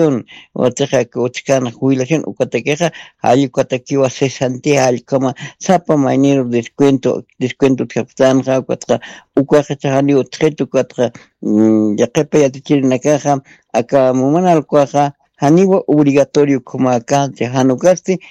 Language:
Aymara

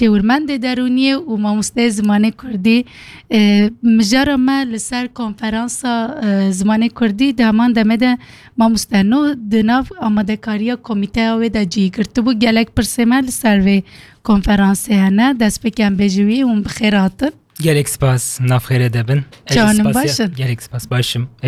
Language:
Kurdish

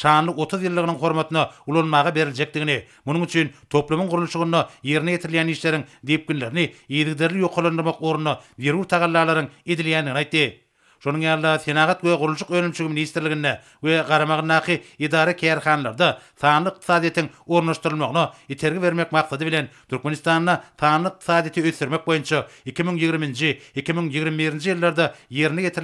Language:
Turkmen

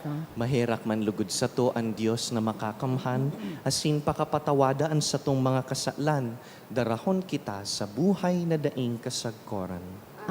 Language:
Bikol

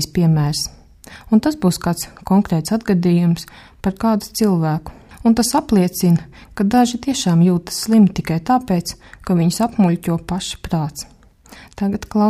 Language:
Latvian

